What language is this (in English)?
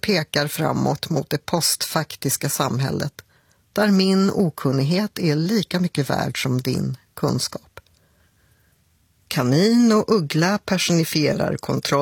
Swedish